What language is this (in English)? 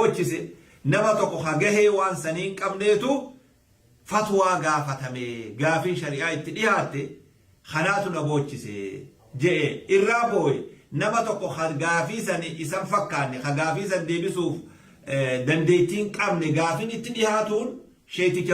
Oromo